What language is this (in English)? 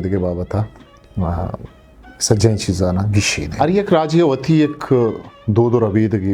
Eastern Balochi